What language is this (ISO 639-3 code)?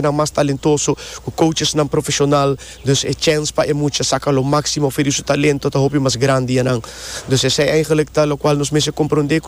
pap